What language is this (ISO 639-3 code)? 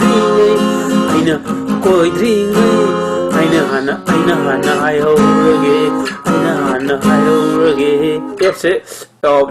mni